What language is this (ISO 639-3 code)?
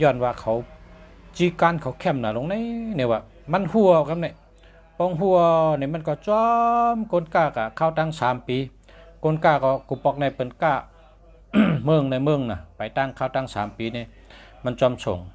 shn